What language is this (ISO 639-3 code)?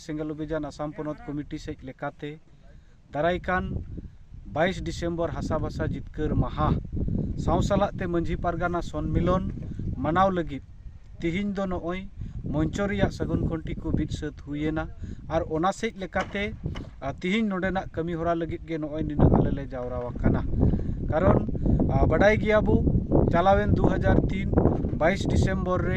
sat